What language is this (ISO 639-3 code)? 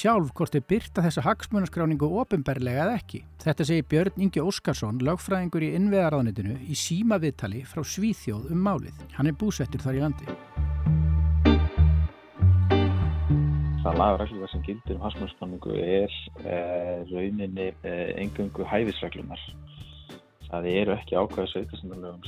isl